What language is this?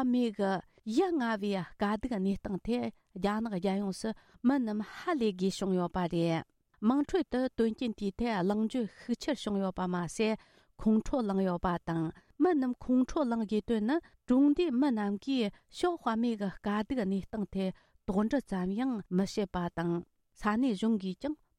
Tibetan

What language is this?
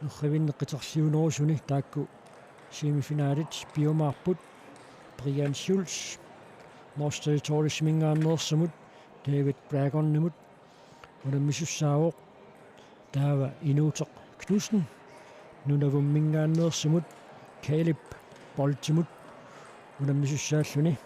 Kalaallisut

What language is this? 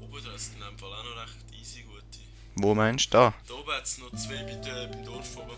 Swiss German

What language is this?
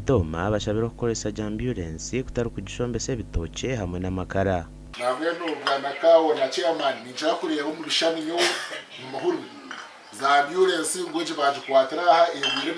Nyankole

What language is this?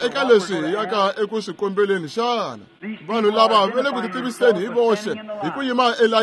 Tsonga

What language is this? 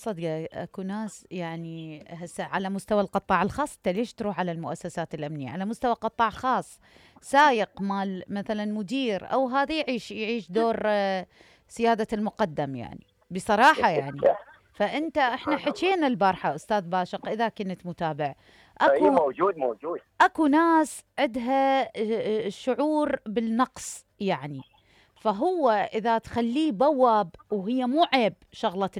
Mesopotamian Arabic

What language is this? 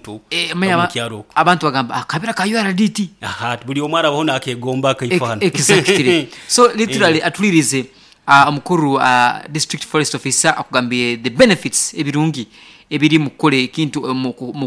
Nyoro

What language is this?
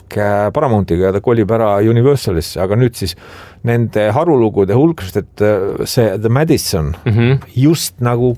Estonian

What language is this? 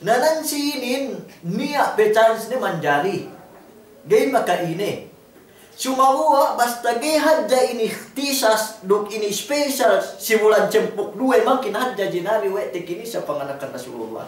Yakan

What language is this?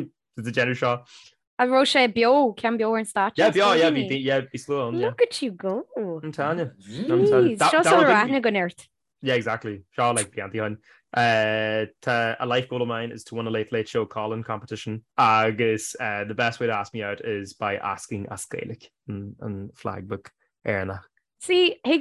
Irish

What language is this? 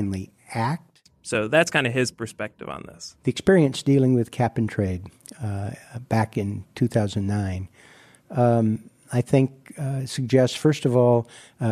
English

